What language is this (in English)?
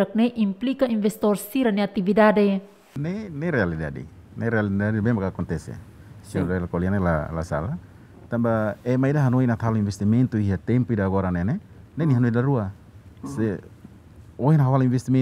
Tetum